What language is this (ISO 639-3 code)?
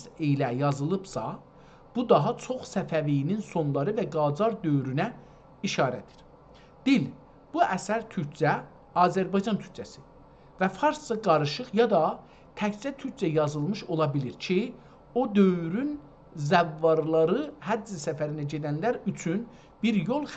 azb